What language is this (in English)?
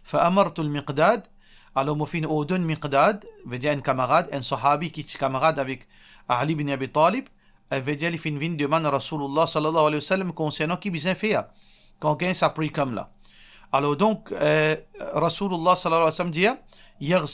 Morisyen